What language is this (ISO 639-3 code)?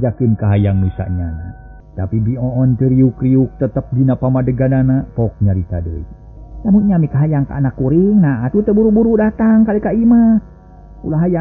sun